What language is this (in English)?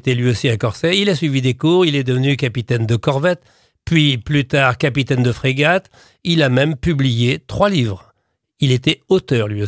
French